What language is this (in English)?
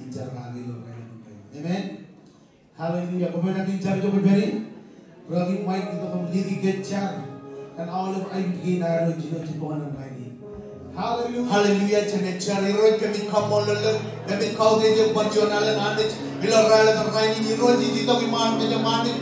Marshallese